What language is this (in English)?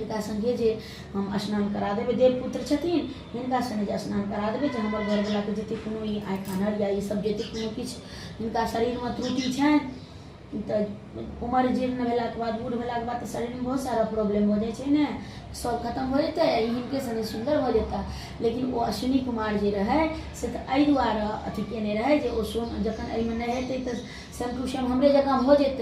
Maithili